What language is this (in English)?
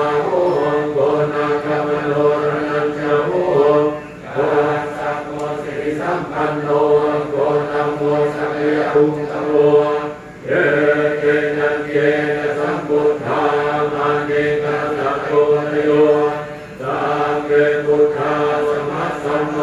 Pali